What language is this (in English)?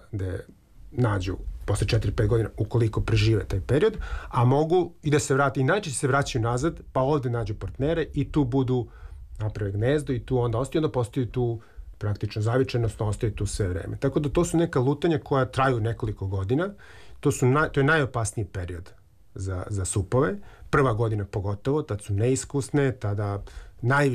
Serbian